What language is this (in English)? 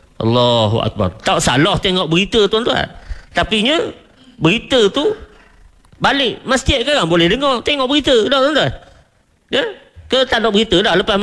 Malay